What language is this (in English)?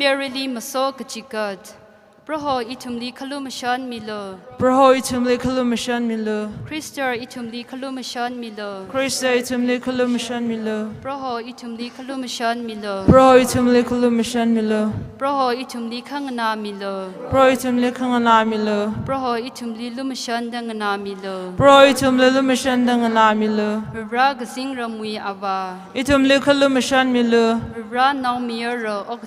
Tangkhul Naga (India)